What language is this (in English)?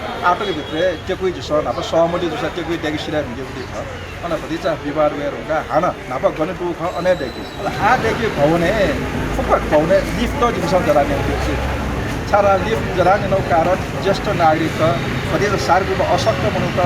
Newari